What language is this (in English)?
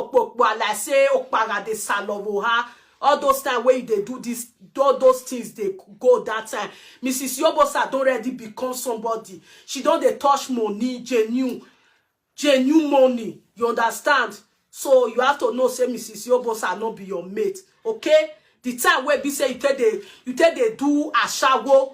Nigerian Pidgin